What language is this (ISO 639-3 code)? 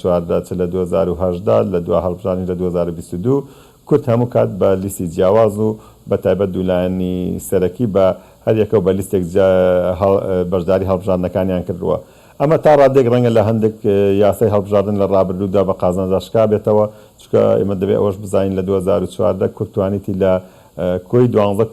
ckb